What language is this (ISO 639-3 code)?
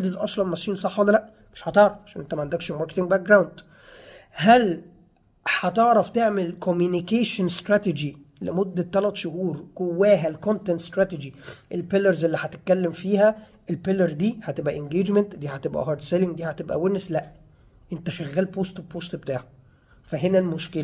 arz